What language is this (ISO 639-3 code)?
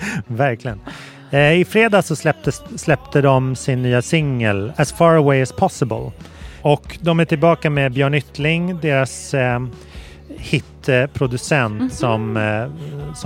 swe